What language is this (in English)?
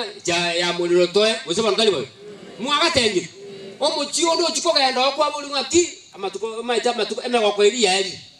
Gusii